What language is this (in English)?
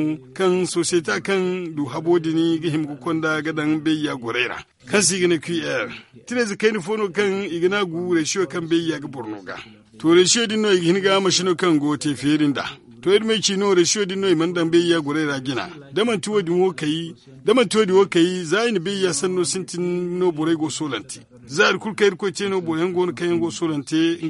Zarma